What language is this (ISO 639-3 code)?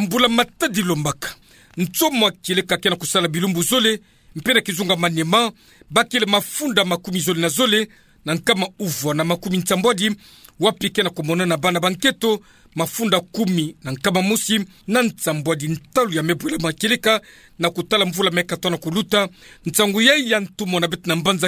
ktu